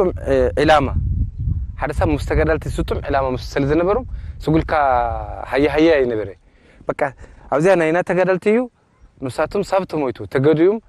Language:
Tigrinya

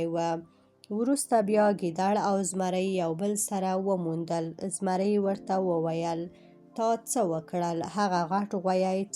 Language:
Pashto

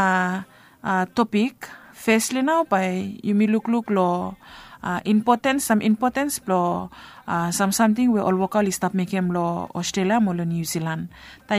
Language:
Bislama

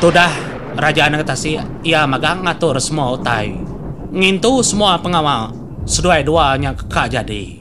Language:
Iban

